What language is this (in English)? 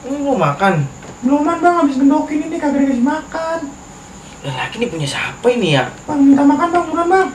Betawi